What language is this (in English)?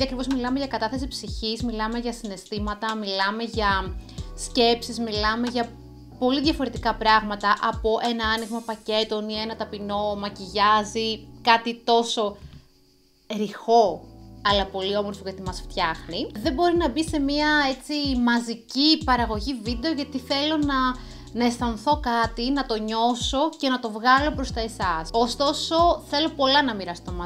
Greek